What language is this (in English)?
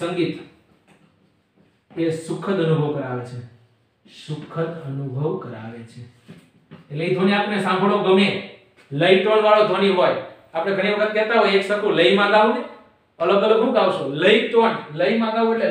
Gujarati